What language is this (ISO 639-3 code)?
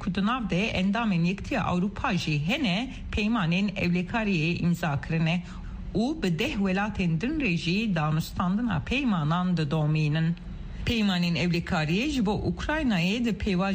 kur